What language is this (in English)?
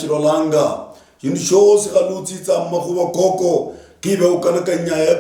Luyia